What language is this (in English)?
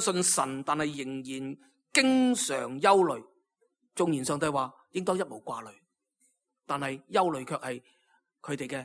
Cantonese